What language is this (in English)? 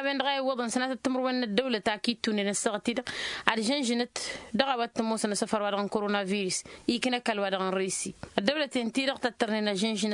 Tamasheq